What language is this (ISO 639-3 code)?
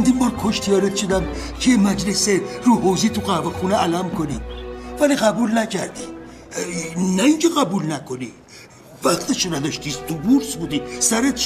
fas